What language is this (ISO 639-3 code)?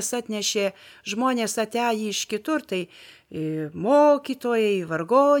lit